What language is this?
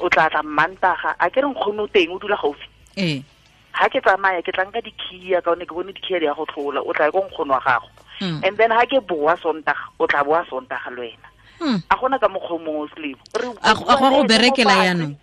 Tswana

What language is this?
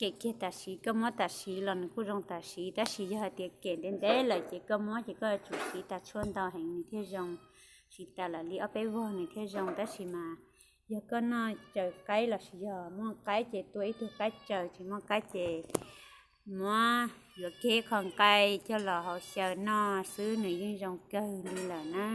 Hmong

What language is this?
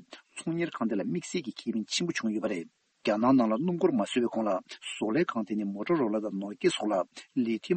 Tibetan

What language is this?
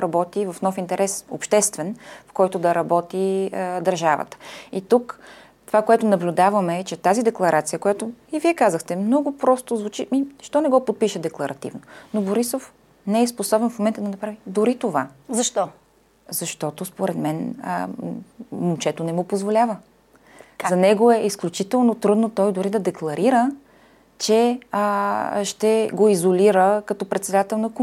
Bulgarian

